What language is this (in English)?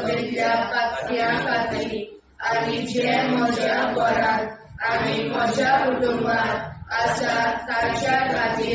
Konkani